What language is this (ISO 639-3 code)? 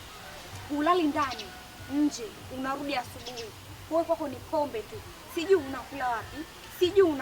swa